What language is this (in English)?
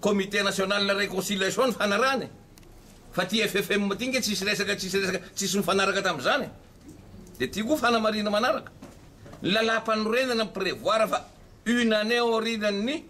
Malagasy